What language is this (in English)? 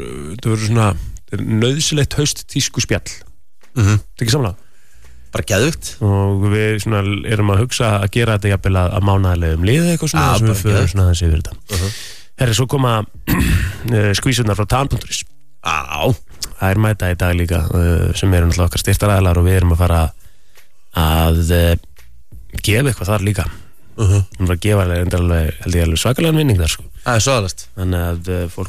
Icelandic